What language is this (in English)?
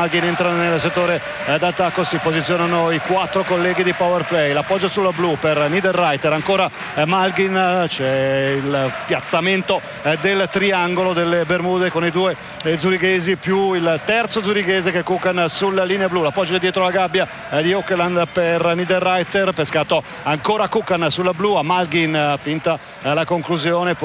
Italian